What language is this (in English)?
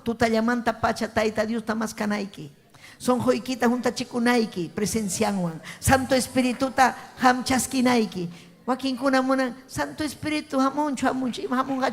Ayacucho Quechua